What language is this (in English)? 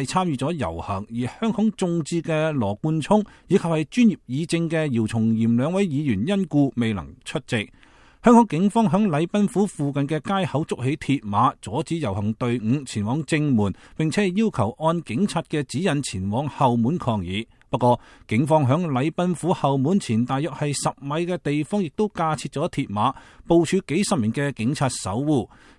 Cantonese